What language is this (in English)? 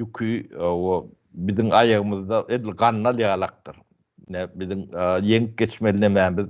Turkmen